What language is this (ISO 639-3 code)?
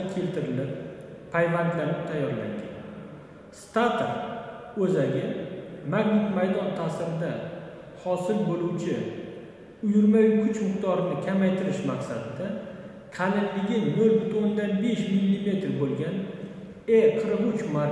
uzb